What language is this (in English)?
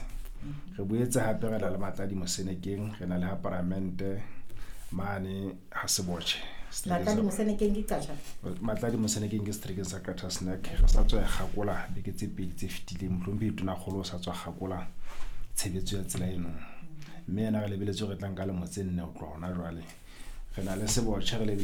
Southern Sotho